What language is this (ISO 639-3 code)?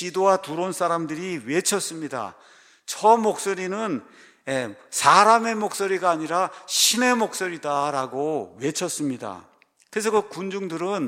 kor